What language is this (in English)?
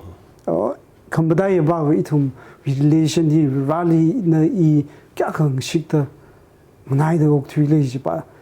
Tangkhul Naga (India)